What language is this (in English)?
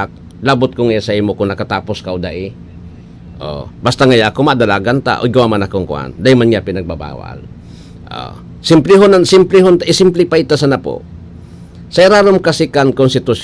Bikol